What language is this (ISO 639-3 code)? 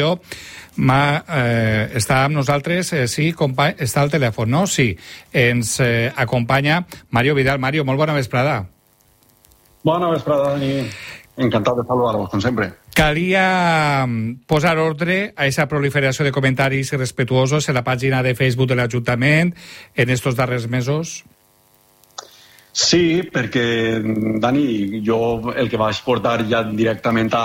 cat